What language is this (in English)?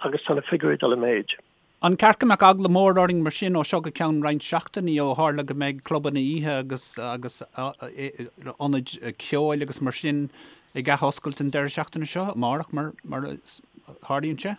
Irish